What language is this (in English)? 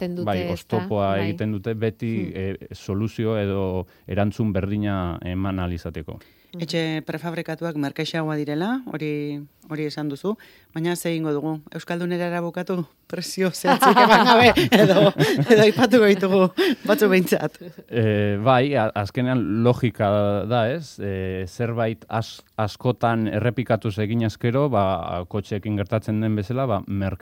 Basque